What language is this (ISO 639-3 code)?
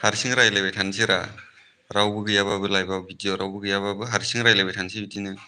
brx